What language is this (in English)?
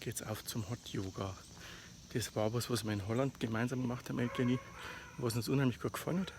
Bavarian